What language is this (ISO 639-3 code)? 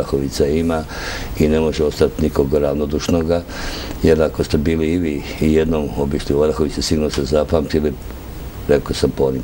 hrv